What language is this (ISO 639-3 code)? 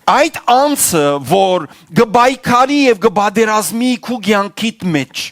hyw